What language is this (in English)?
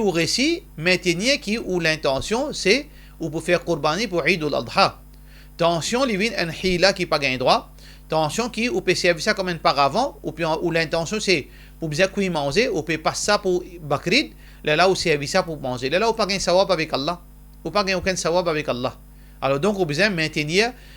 Morisyen